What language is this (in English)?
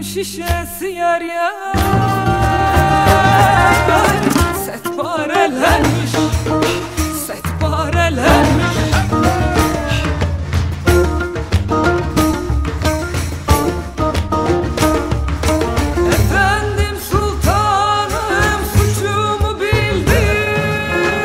Turkish